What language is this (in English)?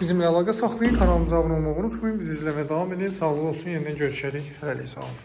Azerbaijani